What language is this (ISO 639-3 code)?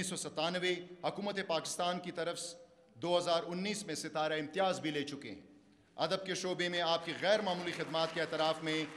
urd